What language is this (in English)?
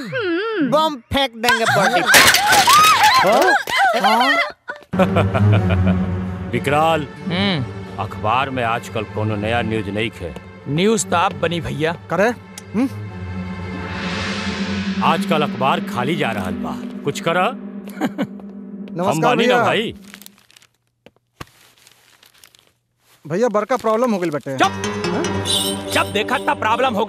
Bhojpuri